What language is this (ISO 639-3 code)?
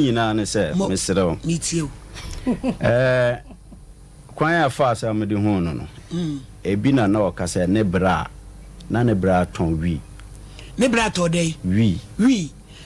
aka